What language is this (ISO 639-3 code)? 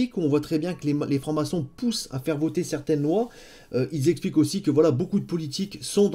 fra